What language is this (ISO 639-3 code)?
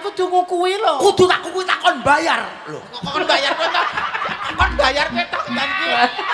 jav